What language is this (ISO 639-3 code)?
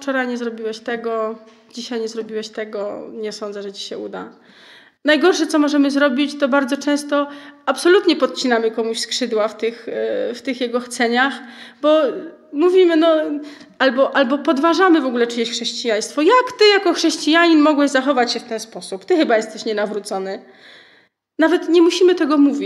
pol